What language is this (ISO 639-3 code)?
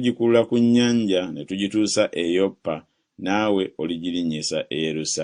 lug